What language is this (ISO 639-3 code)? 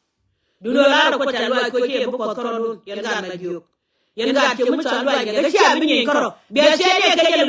nus